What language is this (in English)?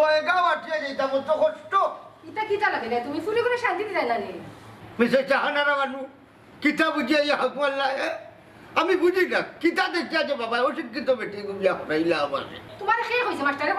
Sylheti